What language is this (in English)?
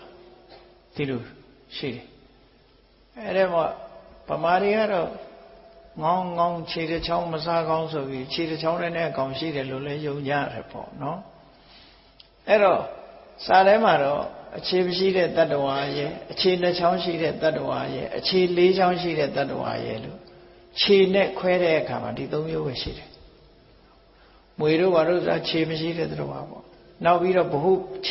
Burmese